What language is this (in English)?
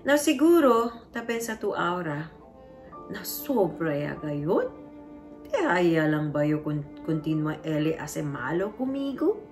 Chavacano